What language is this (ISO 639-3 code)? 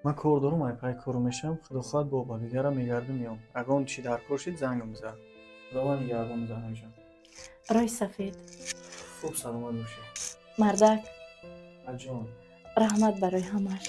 tgk